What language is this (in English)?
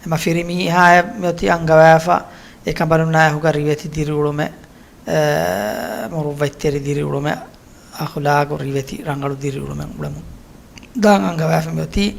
Divehi